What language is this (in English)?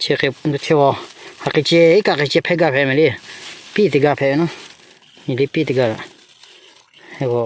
Lahu